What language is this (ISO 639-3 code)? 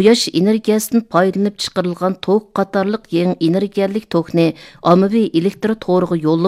uig